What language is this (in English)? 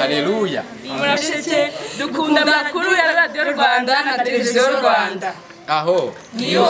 Kinyarwanda